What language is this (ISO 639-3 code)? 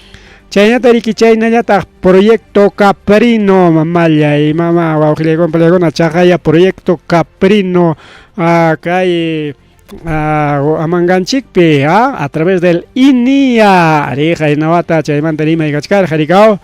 quy